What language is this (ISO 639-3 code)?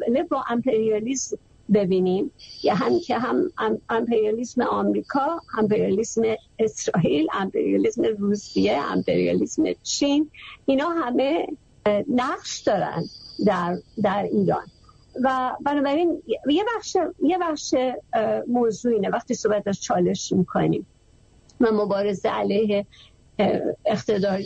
fas